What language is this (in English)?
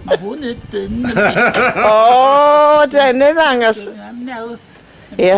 Welsh